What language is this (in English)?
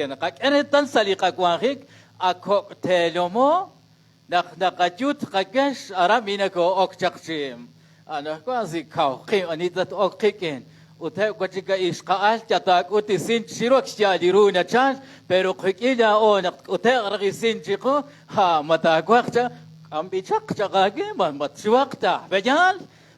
Kekchí